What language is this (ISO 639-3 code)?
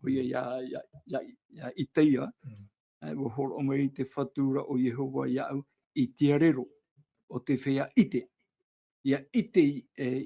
tah